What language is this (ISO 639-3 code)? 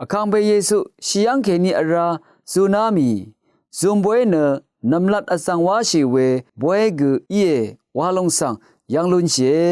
raw